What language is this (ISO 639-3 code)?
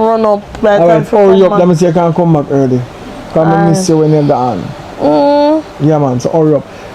jam